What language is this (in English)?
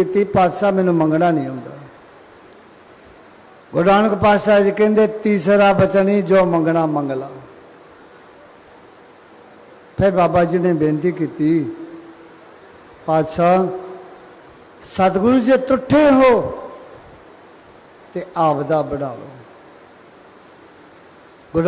Punjabi